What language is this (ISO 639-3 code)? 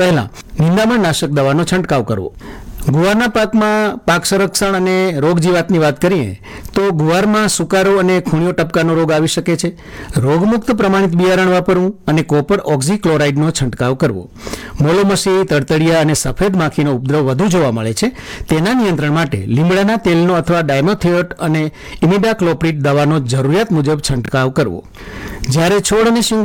guj